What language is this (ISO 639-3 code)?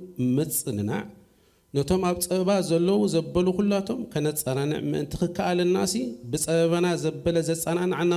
tir